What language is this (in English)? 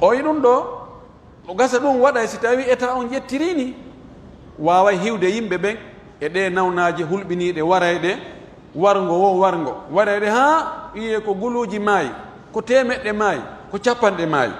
Pular